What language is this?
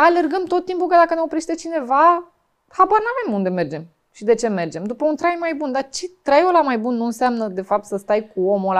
Romanian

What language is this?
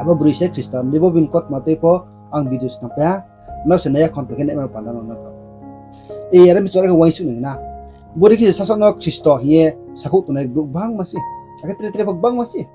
Riang (India)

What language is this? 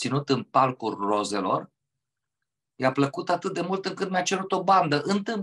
Romanian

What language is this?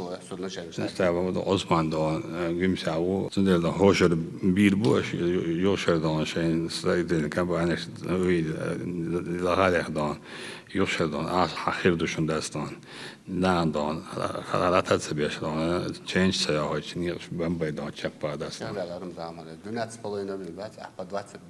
Chechen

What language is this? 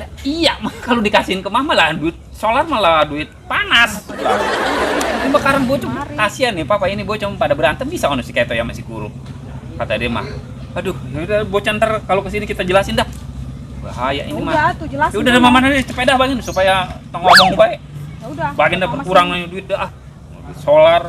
Betawi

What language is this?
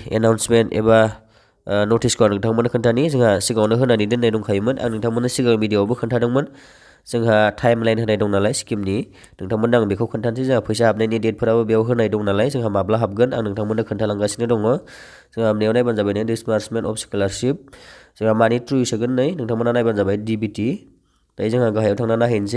Bodo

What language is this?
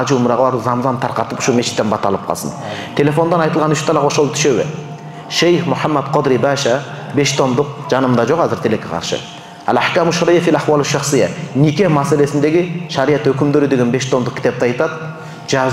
Kyrgyz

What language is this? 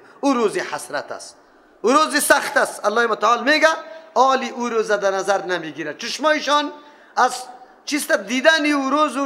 Persian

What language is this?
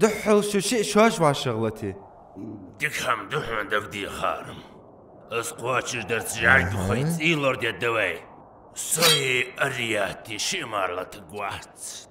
Ingush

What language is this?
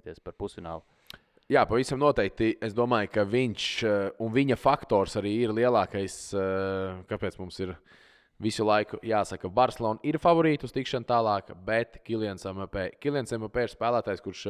Latvian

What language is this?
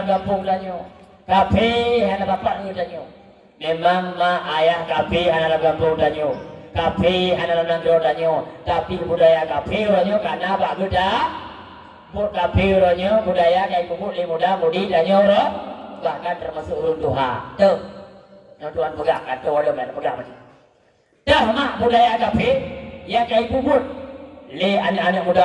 Achinese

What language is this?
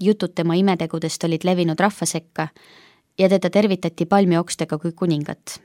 Estonian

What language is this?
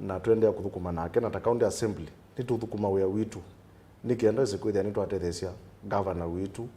Kamba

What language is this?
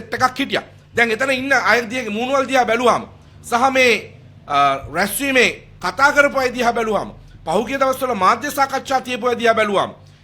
Sinhala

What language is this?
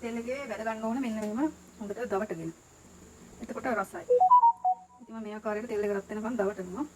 Sinhala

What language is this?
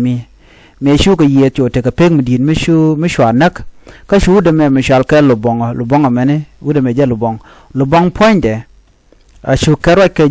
Nuer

